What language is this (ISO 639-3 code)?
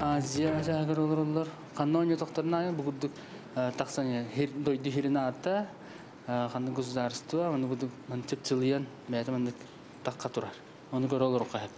sah